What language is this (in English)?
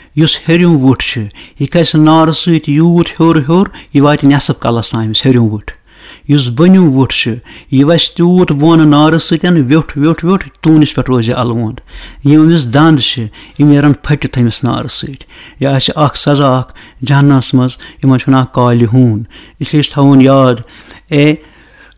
Kashmiri